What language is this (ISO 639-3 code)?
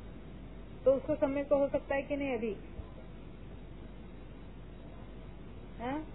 hin